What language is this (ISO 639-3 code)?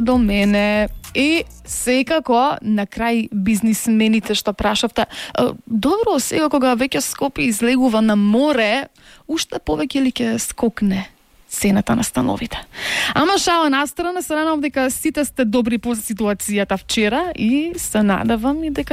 mkd